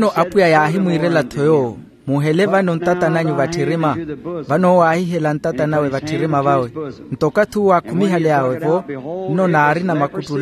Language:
Makhuwa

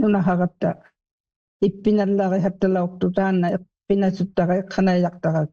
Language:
Filipino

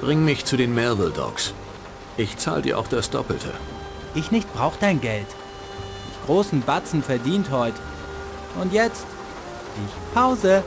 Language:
Bavarian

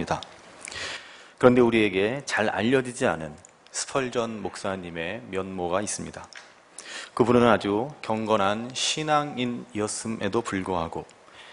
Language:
Korean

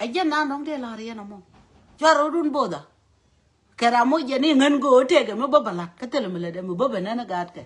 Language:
Nuer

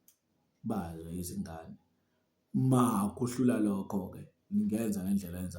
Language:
Zulu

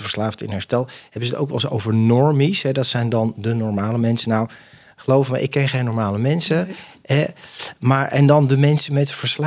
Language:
Dutch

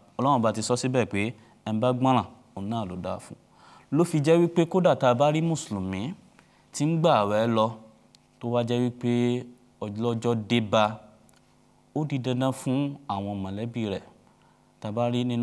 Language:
Yoruba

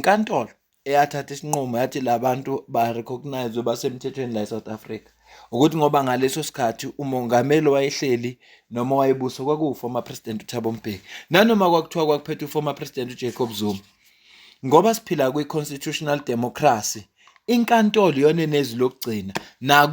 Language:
Zulu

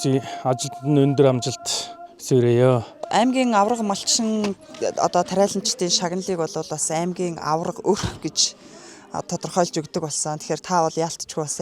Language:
Mongolian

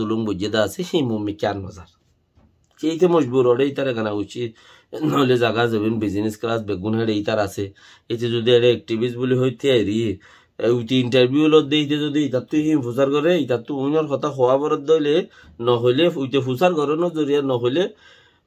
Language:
Rohingya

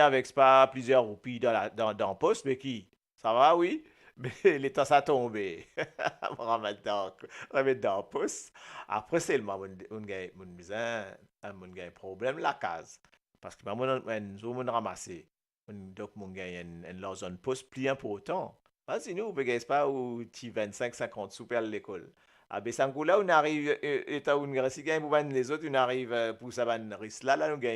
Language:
Morisyen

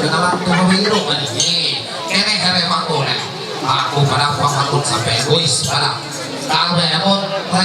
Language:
Ma'anyan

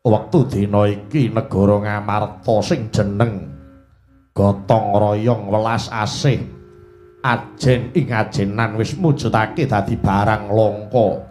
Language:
Javanese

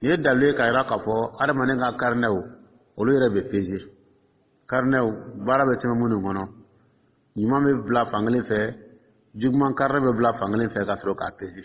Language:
Dyula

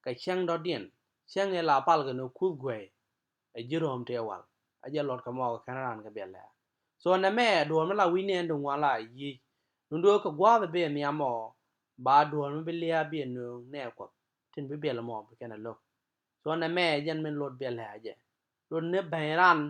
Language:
Nuer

